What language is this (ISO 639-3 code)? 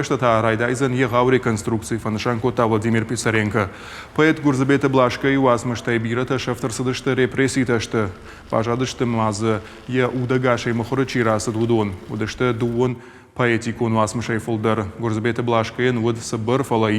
oss